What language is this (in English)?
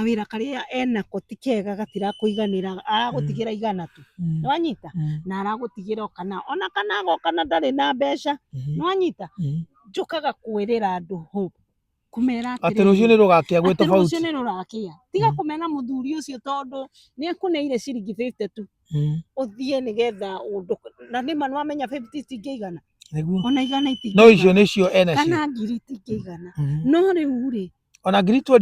Kikuyu